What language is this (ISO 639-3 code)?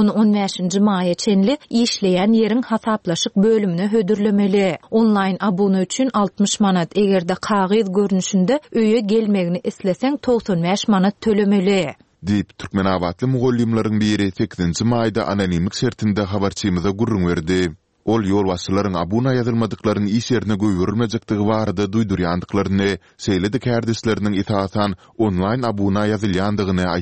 tuk